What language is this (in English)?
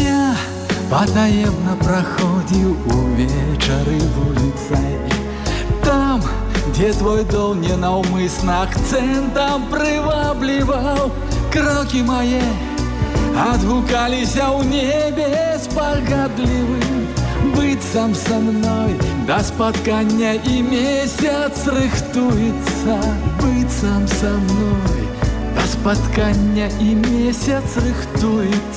Belarusian